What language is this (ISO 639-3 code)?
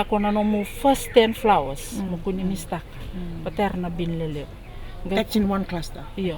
fij